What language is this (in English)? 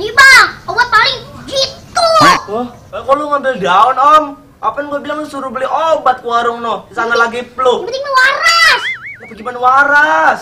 Betawi